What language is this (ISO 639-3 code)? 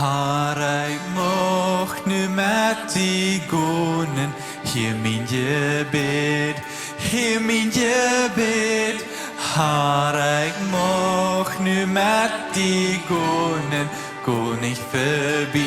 pdt